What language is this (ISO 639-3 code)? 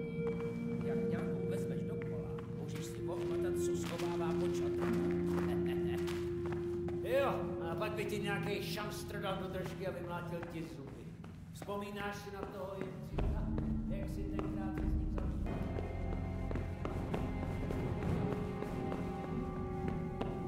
ces